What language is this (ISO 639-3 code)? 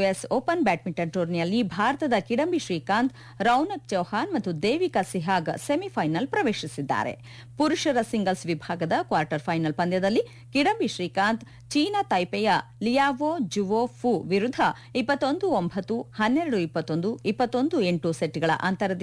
kan